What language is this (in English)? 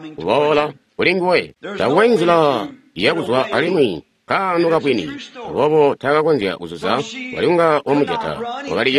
Tonga (Zambia)